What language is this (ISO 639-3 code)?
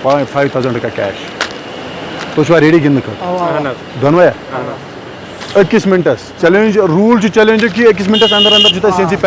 kas